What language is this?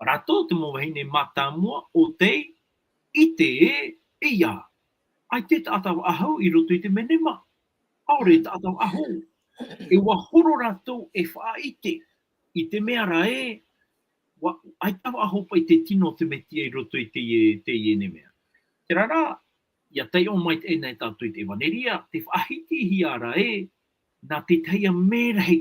Tahitian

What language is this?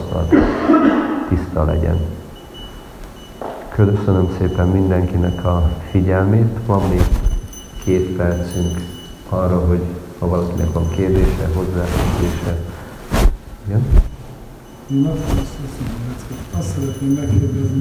Hungarian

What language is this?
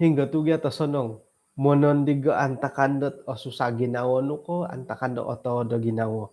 Central Dusun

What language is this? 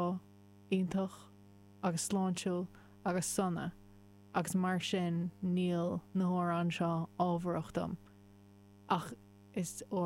Irish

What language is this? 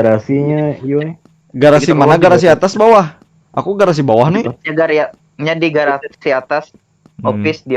Banjar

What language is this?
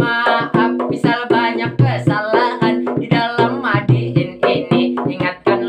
Banjar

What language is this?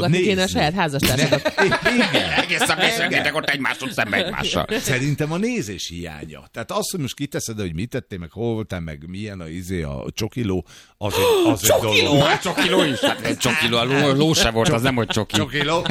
Hungarian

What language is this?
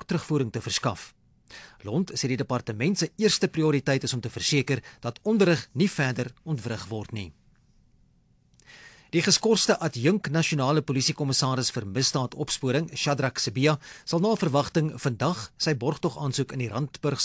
Afrikaans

